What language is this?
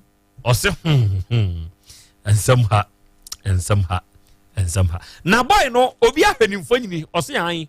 Akan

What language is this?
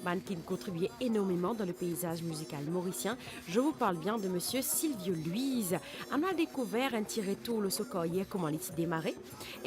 Morisyen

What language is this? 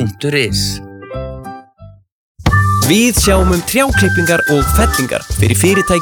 Icelandic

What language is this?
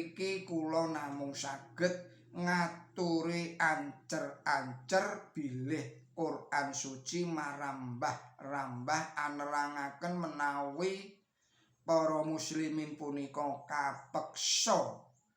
Javanese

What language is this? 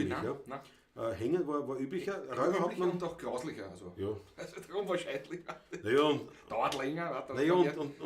Bavarian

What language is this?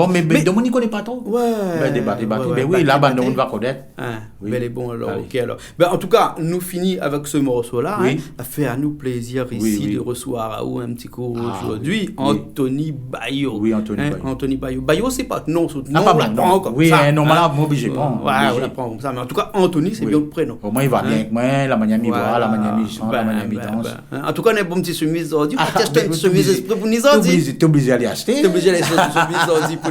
Réunion Creole French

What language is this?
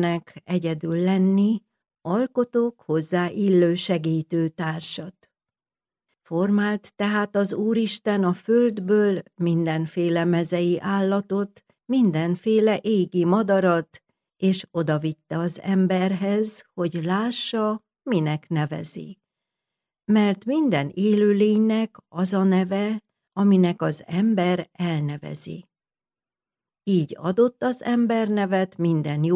Hungarian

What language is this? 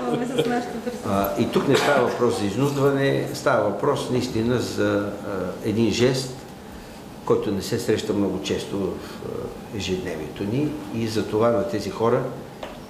Bulgarian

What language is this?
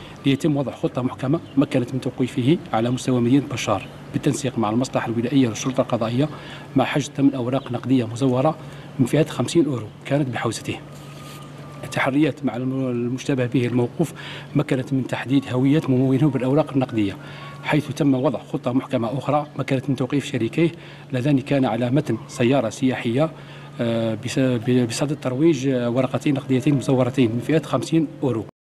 Arabic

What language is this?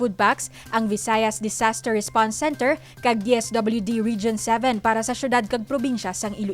Hiligaynon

